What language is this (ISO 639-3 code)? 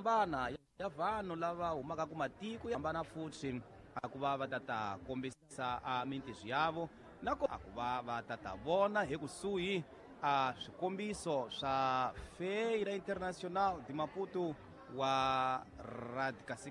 tso